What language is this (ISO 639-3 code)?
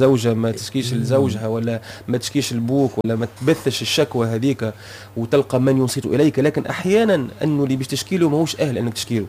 aeb